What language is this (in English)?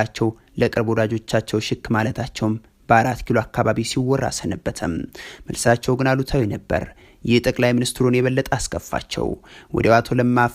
Amharic